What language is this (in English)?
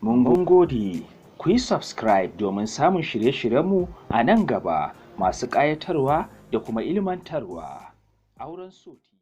Hausa